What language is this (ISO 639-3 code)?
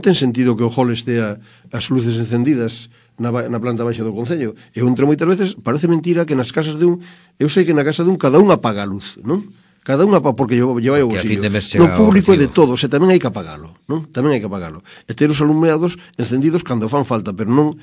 glg